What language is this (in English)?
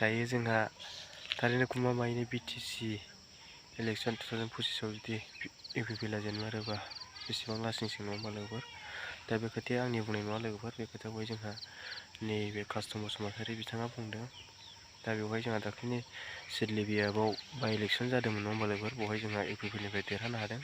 Bodo